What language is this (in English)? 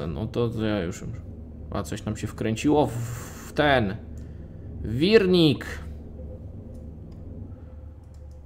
Polish